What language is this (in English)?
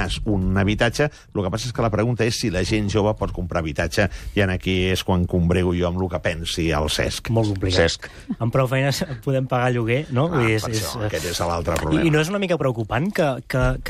Catalan